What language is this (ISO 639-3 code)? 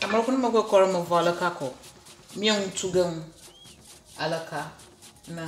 ewe